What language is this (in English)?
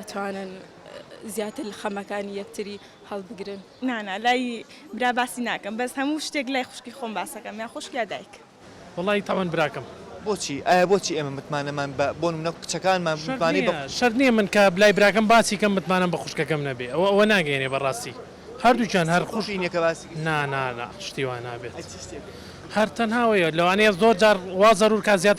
Central Kurdish